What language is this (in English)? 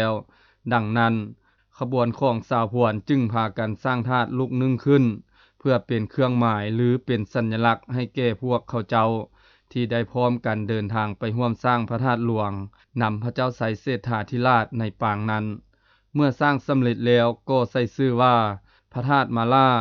Lao